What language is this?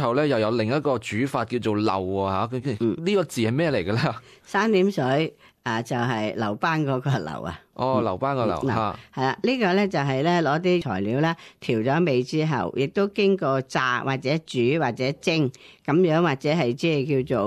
Cantonese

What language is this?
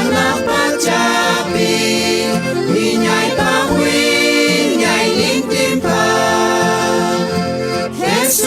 South Bolivian Quechua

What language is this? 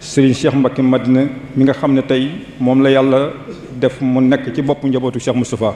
Wolof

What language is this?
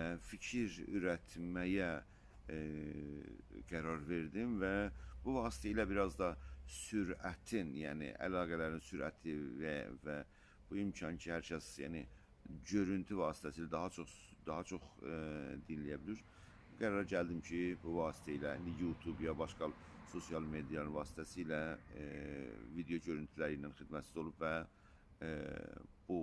South Azerbaijani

